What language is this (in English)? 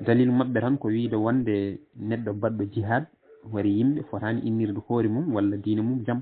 Fula